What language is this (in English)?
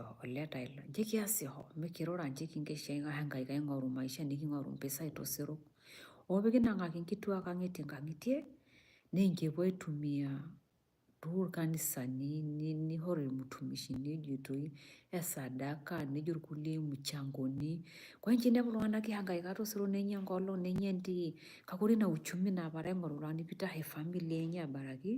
Masai